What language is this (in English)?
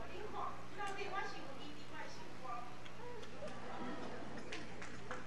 Min Nan Chinese